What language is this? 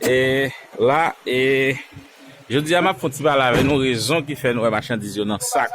Haitian Creole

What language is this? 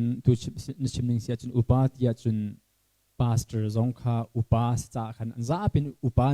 Hakha Chin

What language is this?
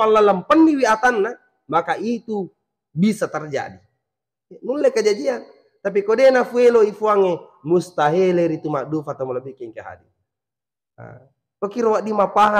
Buginese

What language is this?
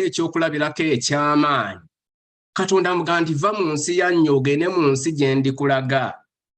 Ganda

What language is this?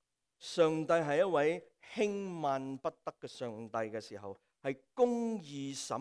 Cantonese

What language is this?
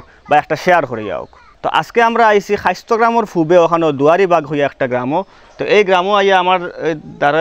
Sylheti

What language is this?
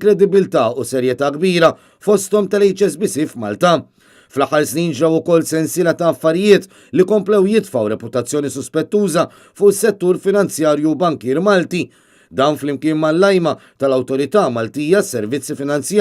Maltese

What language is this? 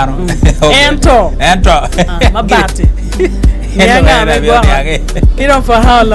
Acoli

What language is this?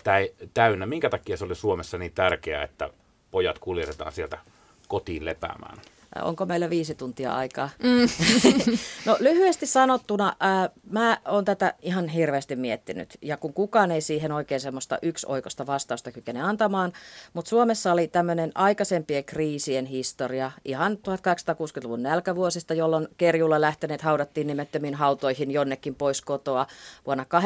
Finnish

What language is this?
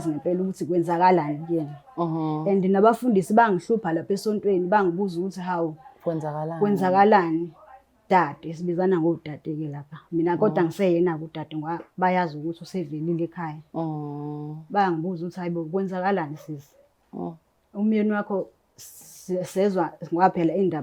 Zulu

